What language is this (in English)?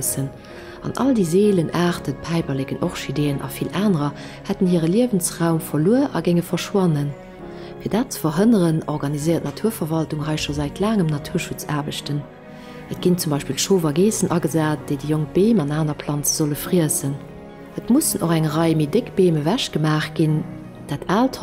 Luxembourgish